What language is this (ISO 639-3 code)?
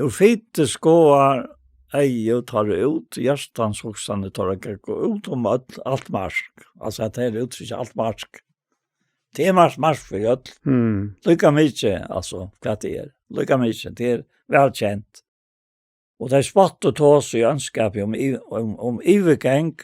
fao